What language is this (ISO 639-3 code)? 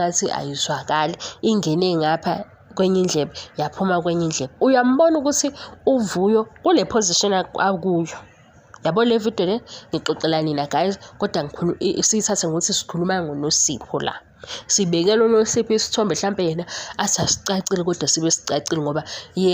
zul